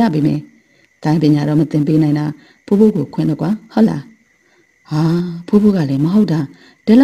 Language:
Burmese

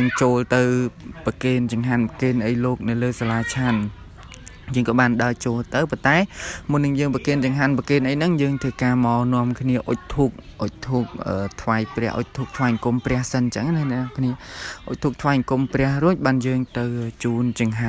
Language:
Khmer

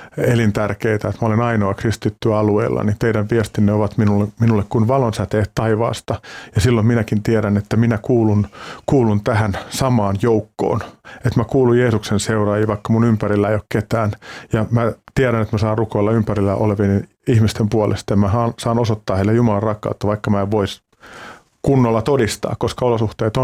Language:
Finnish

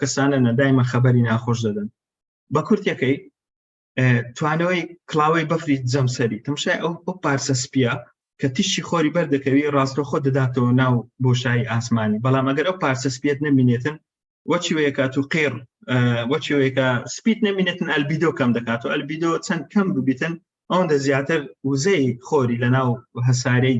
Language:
Central Kurdish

